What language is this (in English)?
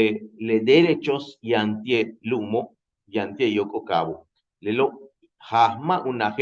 Yucateco